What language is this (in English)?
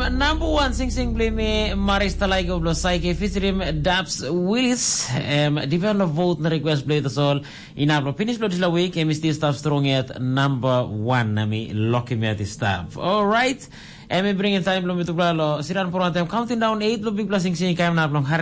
Tok Pisin